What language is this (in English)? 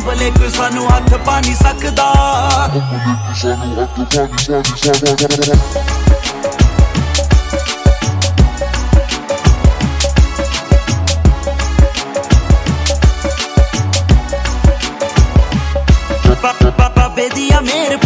Punjabi